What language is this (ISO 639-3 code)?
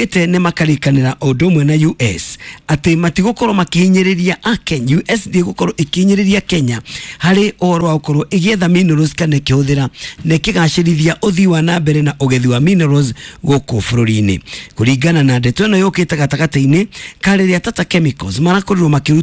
kik